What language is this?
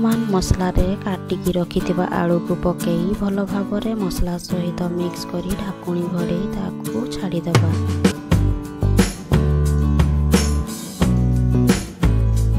Odia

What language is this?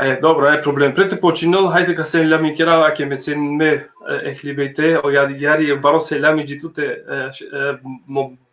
Balkan Romani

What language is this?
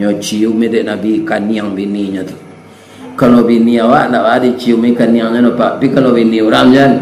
Minangkabau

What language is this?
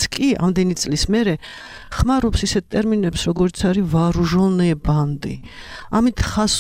Georgian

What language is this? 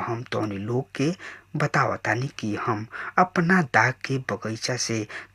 Bhojpuri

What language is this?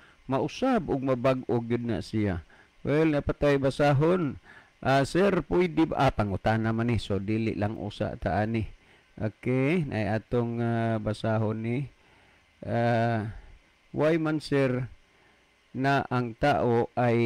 Cebuano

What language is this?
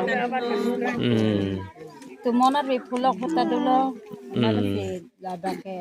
Karbi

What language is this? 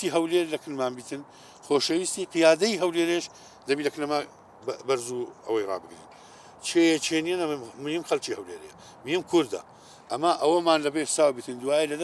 Central Kurdish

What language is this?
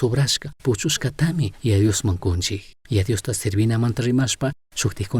Chimborazo Highland Quichua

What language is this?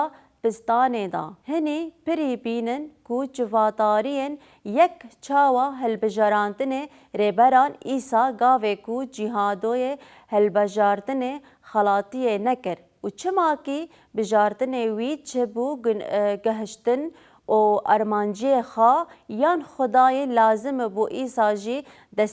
Kurdish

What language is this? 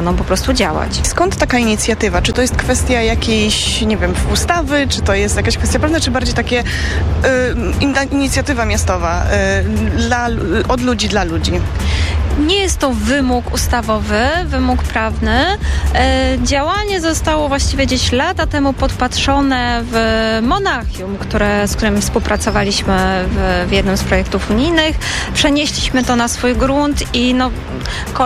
Polish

